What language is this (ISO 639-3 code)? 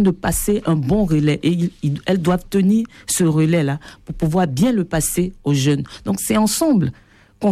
fra